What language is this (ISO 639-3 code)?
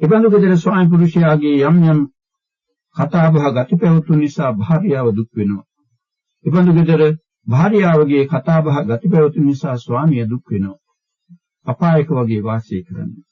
sin